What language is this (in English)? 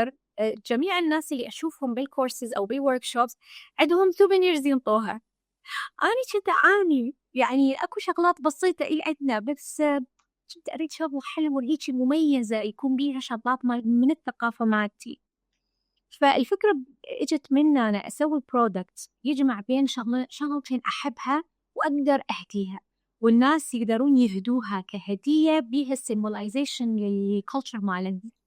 Mesopotamian Arabic